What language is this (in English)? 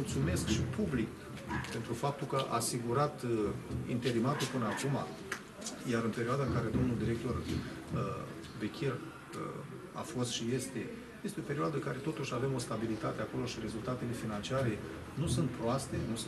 Romanian